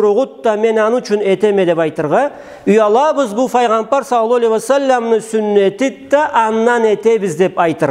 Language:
Karachay-Balkar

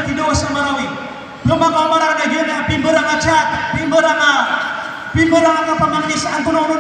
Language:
Maranao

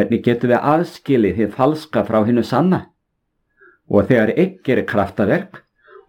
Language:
Icelandic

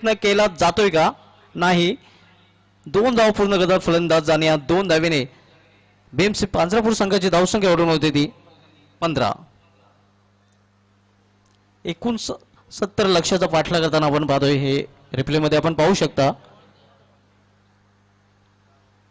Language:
Marathi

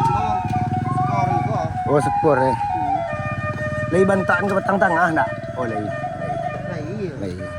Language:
Minangkabau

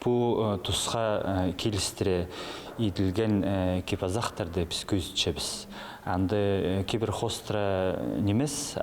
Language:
Khakas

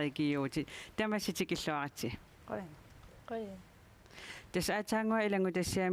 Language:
Kalaallisut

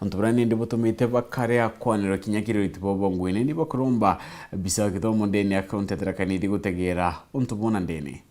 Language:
Meru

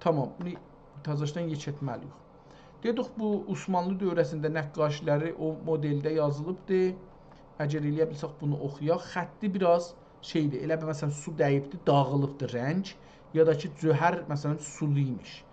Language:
South Azerbaijani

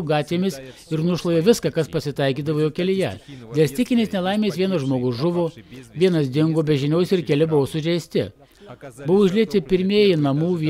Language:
Lithuanian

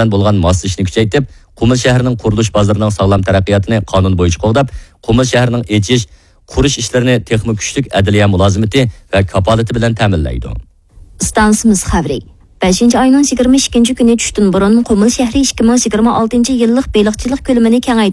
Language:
Uyghur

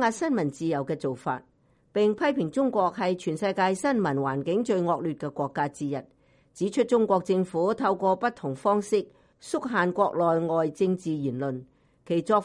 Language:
Cantonese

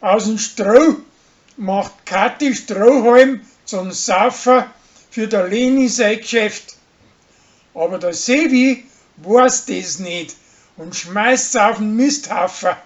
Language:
Bavarian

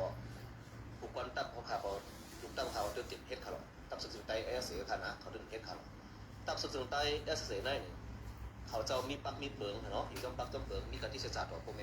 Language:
Shan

